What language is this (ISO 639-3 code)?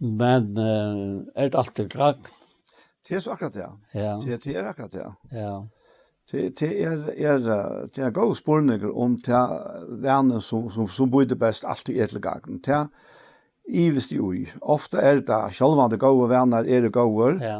fao